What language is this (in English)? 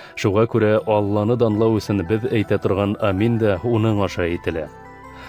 Bashkir